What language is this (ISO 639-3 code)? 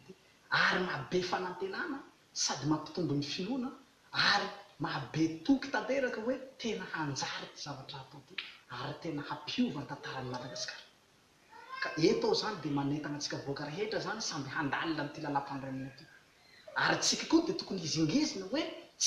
mlg